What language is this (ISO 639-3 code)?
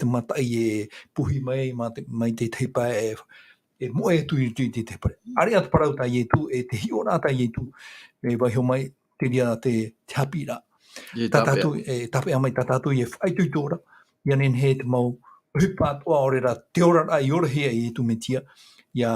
tah